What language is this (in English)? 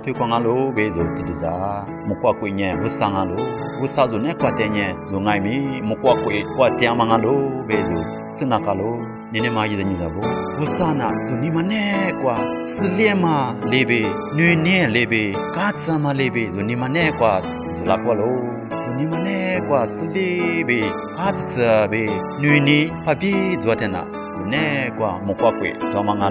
Lisu